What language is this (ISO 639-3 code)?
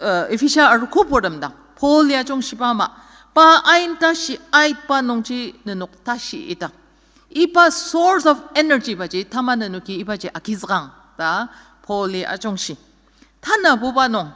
njo